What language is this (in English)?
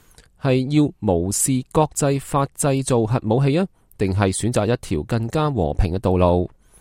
Cantonese